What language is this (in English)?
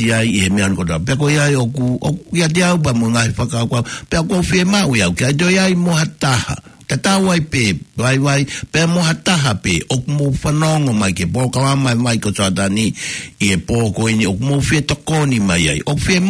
Tongan